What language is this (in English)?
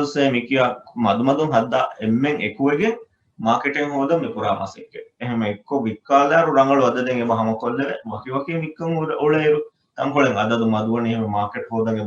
Divehi